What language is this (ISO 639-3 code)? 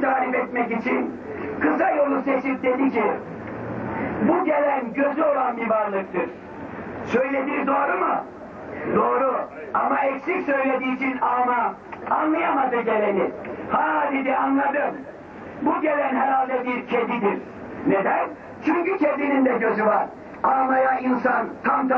tur